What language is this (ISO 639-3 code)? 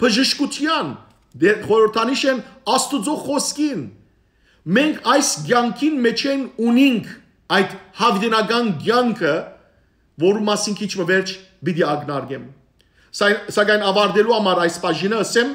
hyw